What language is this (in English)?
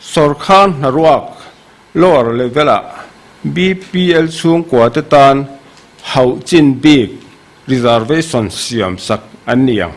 Mizo